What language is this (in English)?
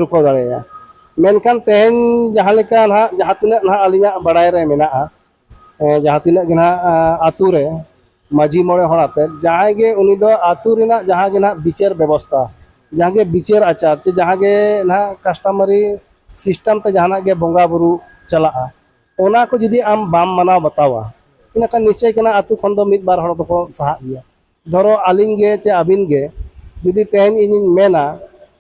Santali